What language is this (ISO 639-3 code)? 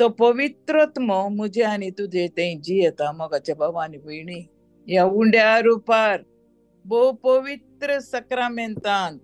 kok